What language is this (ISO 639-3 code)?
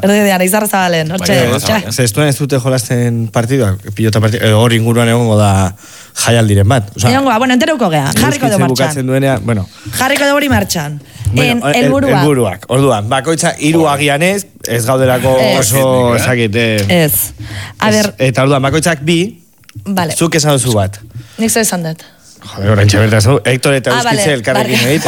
eus